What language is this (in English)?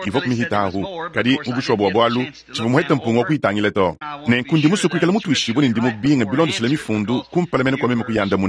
Luba-Lulua